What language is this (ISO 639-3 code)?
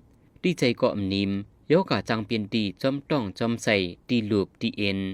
lao